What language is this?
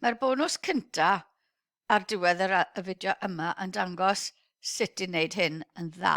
Welsh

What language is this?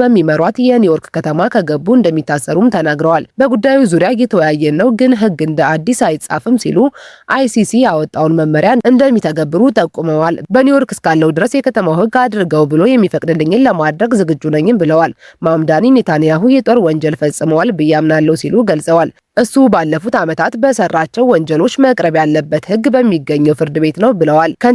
Amharic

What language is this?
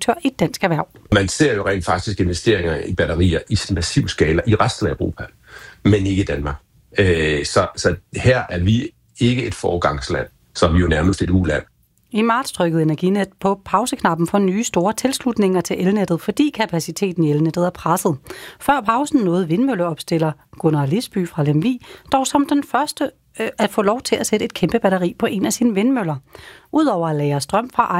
Danish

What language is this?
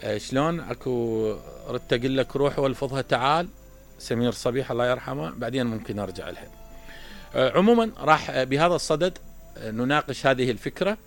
Mesopotamian Arabic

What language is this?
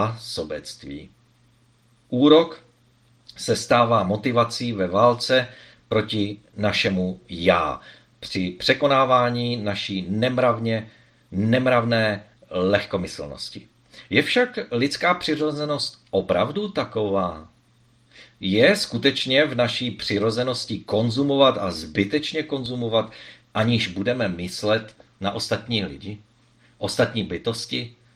Czech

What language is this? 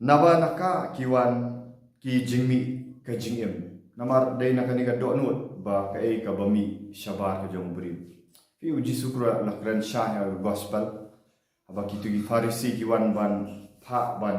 Khasi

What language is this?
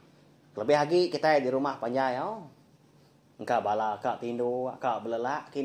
Iban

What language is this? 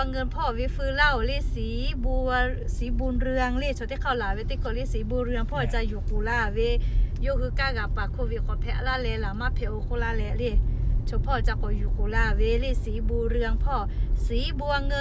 Lahu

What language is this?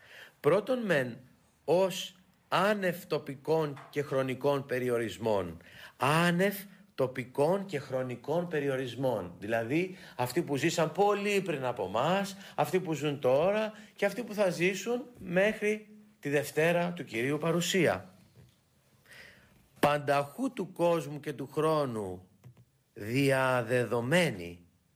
Greek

